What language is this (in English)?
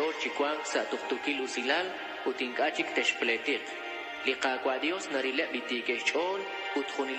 Kekchí